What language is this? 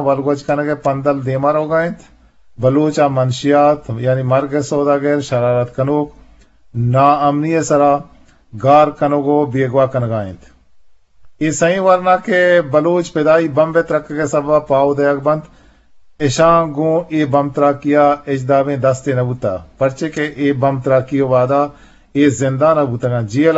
Eastern Balochi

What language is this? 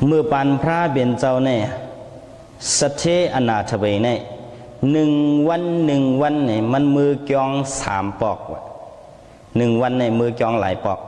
Shan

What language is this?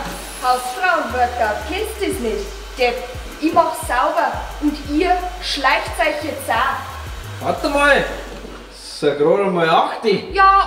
Bavarian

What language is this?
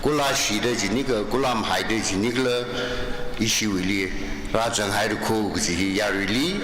Tangkhul Naga (India)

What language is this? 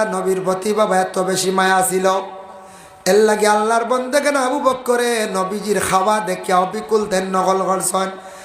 Sylheti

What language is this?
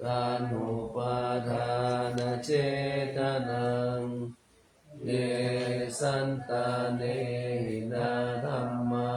Pali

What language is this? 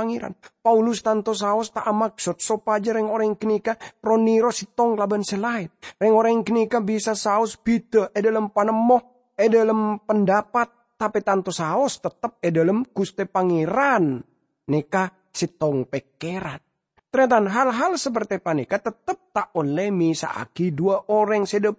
Madurese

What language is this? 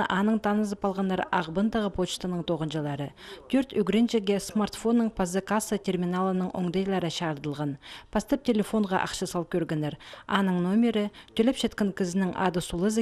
Khakas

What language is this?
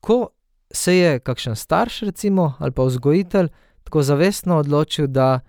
Slovenian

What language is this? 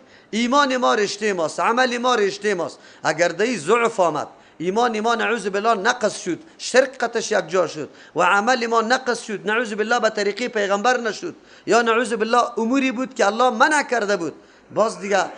Persian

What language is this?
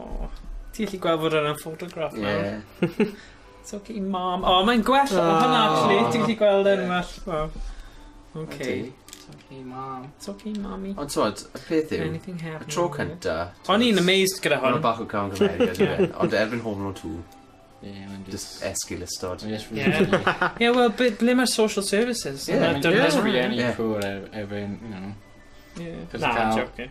Welsh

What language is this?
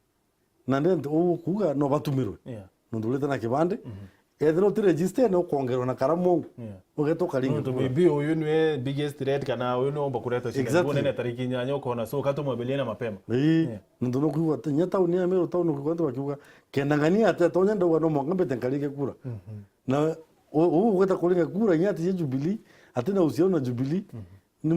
Meru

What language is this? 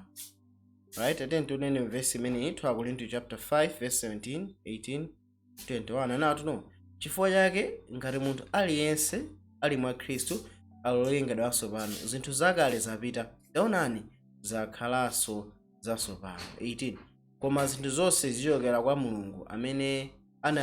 Nyanja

